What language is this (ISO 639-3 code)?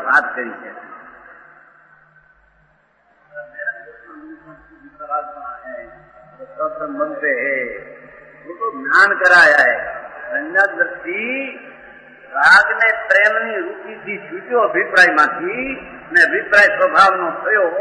guj